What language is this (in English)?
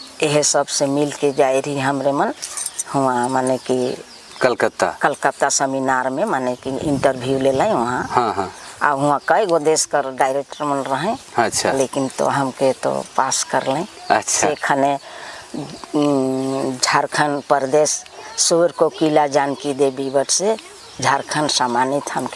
Sadri